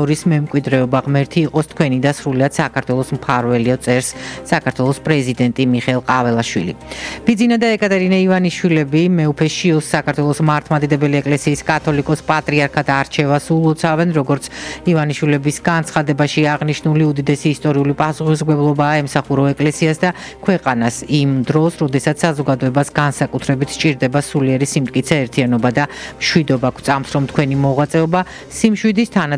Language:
Georgian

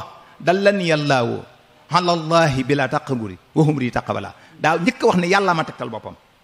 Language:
Wolof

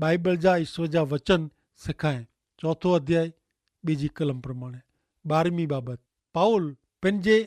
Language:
Kachhi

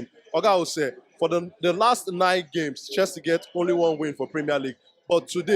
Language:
Nigerian Pidgin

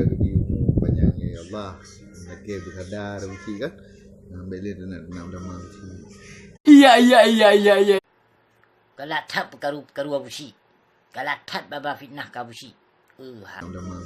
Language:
Achinese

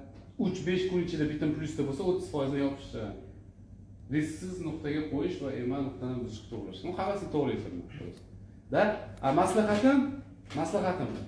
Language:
Uzbek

